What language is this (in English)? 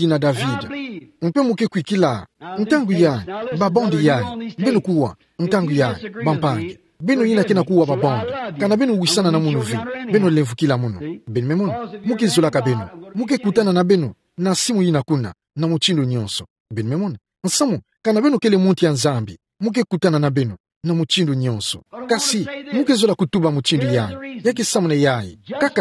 Kituba (Democratic Republic of Congo)